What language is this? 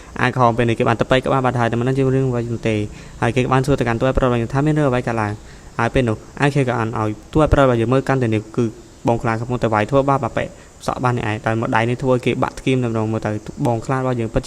Khmer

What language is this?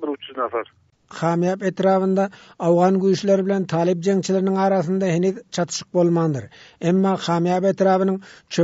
Turkmen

